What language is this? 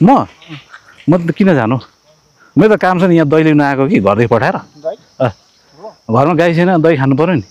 Nepali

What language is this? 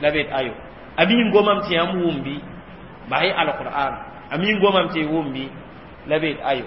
Mossi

